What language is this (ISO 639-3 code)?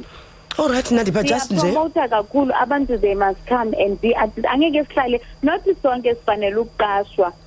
xho